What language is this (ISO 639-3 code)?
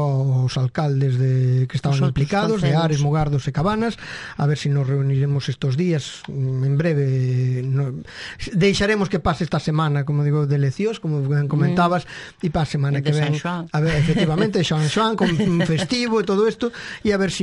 glg